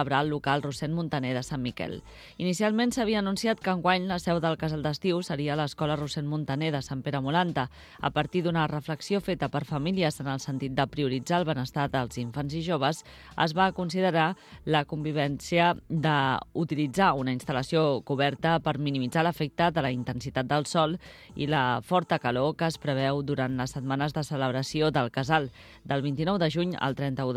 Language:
Catalan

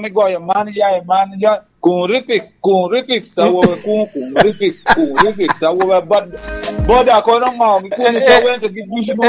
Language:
Lango (Uganda)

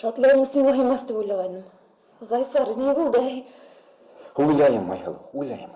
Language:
Bashkir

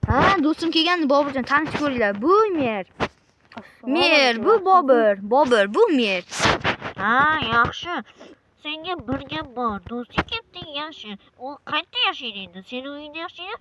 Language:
Uzbek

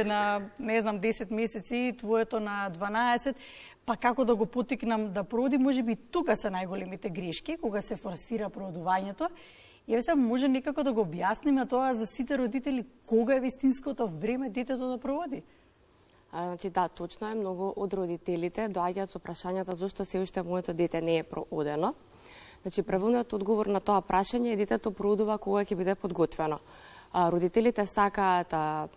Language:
Macedonian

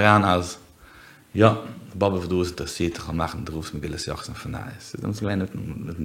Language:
Yiddish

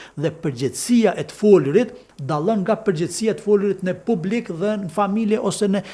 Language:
Albanian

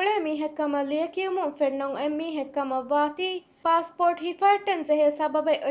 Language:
Divehi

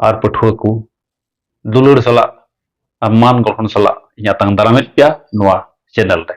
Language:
Santali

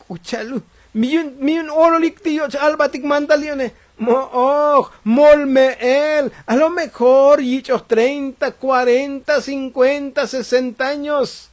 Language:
Tzotzil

